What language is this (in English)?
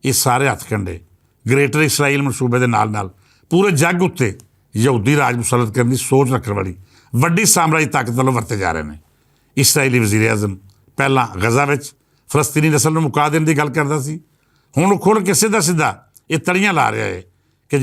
Western Panjabi